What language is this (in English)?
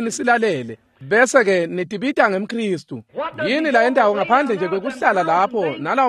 Swati